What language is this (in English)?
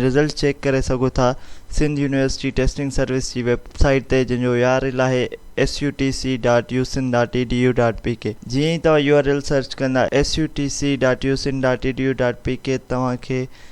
Sindhi